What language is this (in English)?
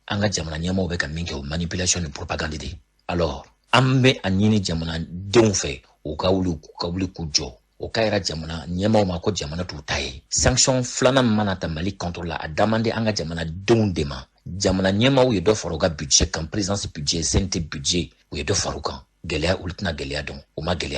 Bambara